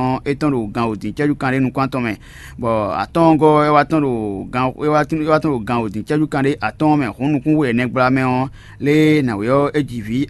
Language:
Fon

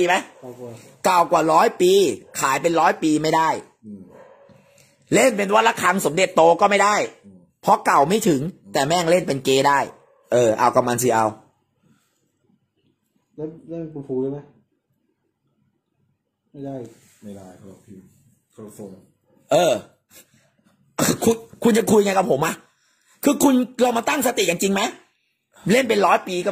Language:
Thai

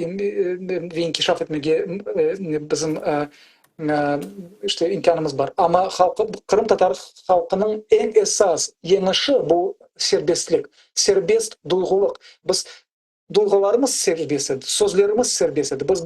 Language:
Crimean Tatar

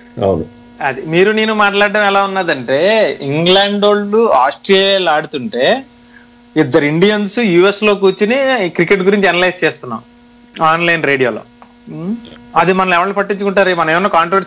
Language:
Telugu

